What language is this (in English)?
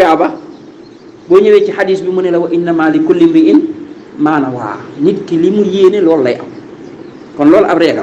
Wolof